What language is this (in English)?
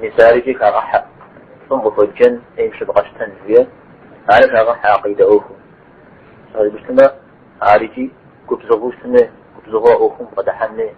Kabardian